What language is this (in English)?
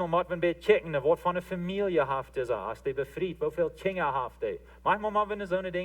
Plautdietsch